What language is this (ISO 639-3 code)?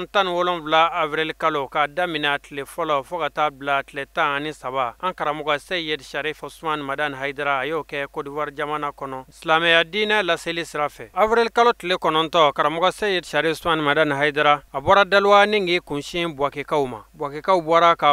bam